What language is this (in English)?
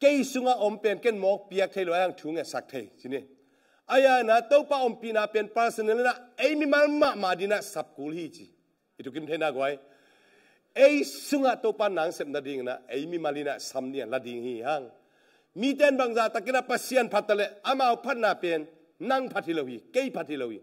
Tedim Chin